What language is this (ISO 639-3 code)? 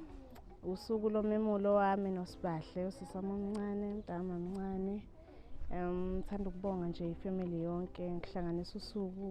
zul